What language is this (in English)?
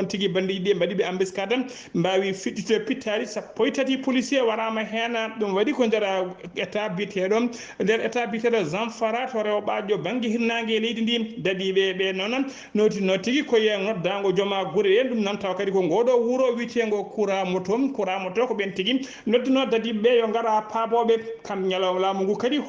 Fula